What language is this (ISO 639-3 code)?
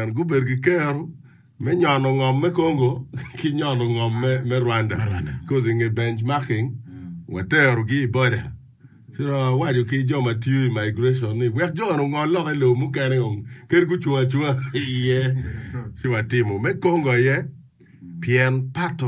ach